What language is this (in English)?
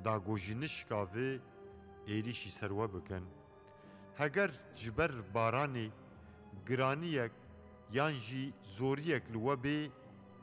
Kurdish